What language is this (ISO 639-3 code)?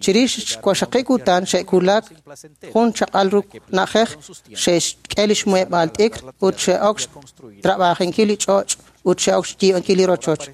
kek